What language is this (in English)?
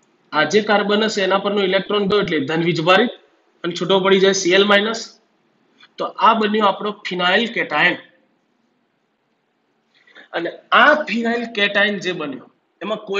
Gujarati